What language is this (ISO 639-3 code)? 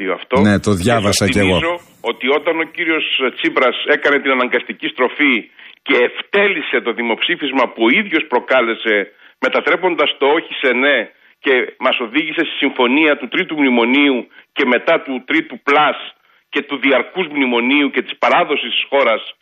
ell